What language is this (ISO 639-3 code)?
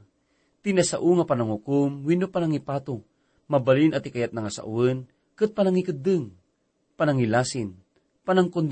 ilo